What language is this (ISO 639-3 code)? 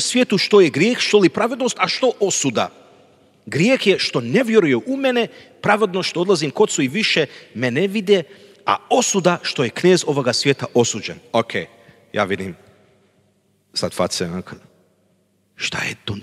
hrv